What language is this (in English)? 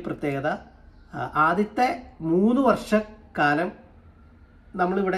Malayalam